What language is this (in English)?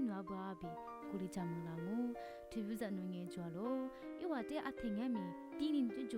Lisu